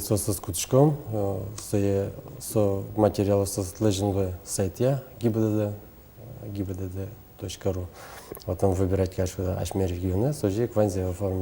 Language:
Udmurt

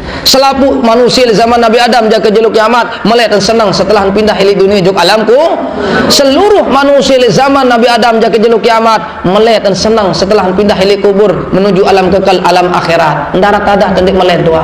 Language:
Sasak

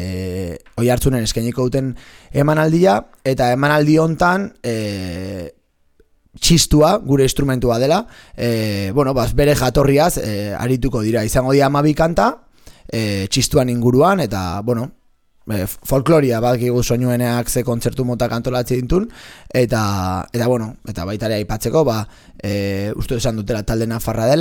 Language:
Basque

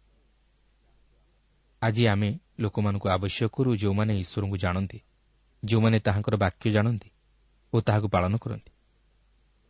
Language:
Odia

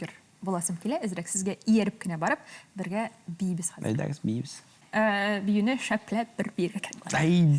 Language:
Tatar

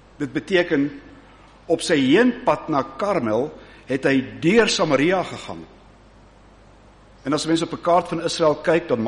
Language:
Afrikaans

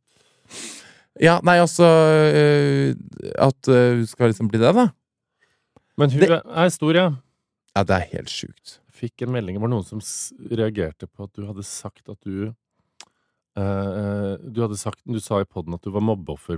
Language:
Norwegian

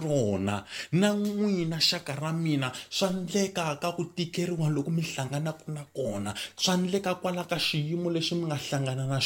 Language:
Tsonga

